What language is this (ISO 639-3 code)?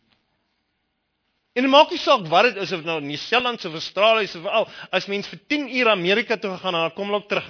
afr